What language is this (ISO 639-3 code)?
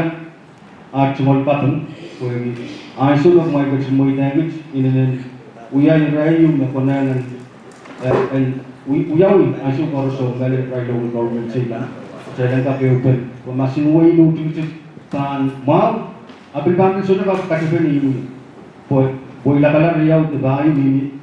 pon